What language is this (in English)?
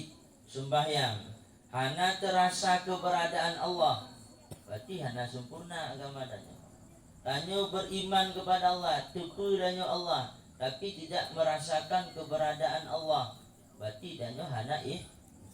Achinese